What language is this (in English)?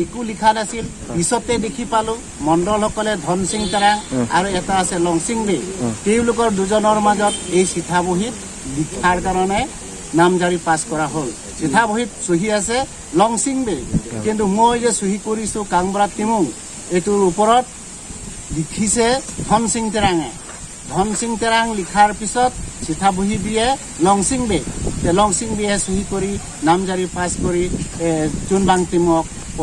Karbi